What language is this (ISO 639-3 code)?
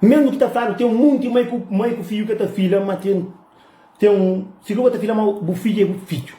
kea